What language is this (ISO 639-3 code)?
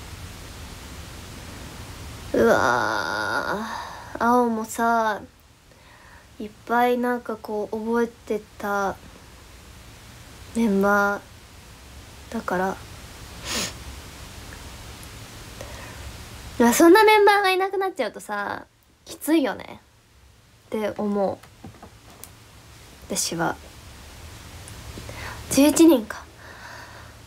jpn